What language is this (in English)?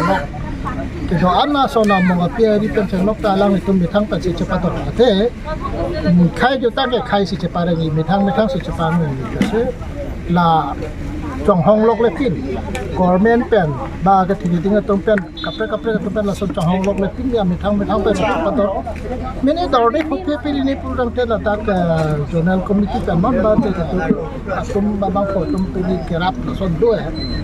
Karbi